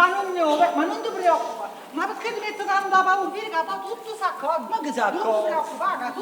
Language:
Neapolitan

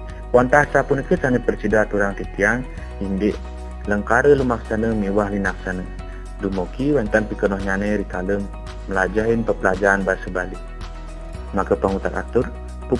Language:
Balinese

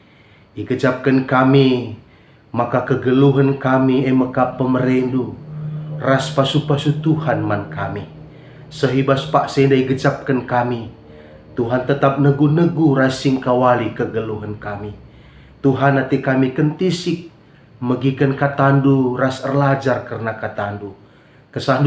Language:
Batak Karo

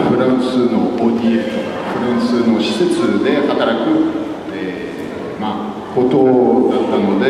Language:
Japanese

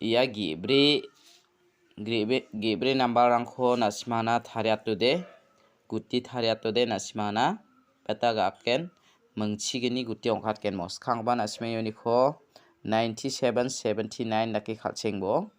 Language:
Garo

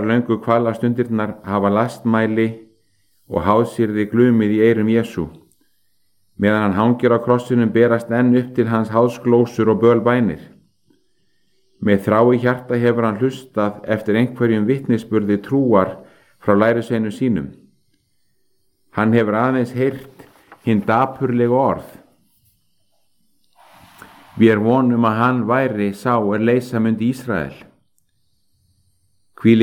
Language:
Icelandic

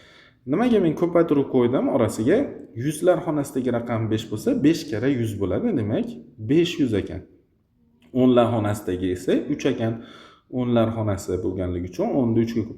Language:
Uzbek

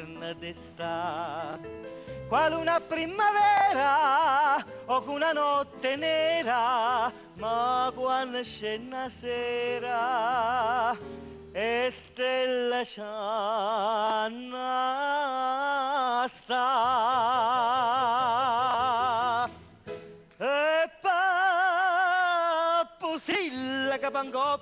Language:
Neapolitan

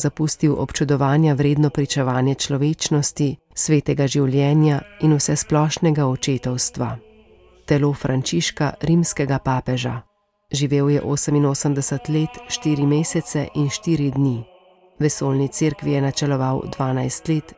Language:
Slovenian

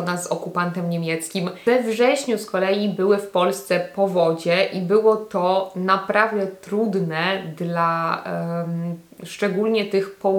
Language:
Polish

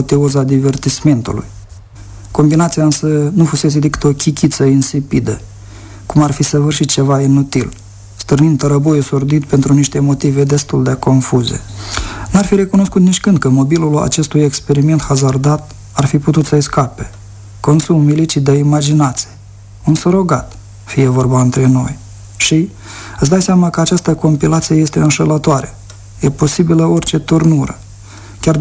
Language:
Romanian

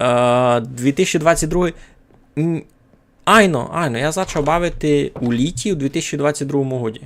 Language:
Rusyn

